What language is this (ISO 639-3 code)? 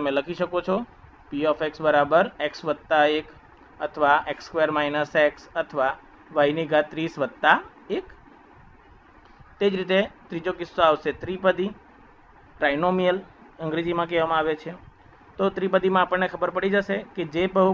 guj